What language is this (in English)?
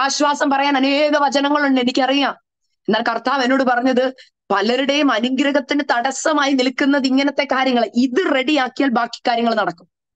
Malayalam